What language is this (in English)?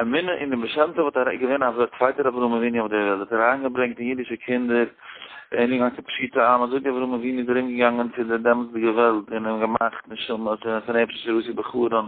Yiddish